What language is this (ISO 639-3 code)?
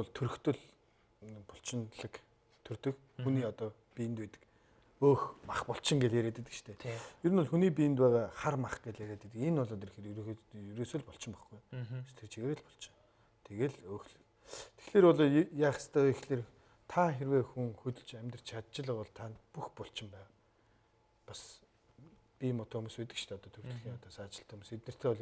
mon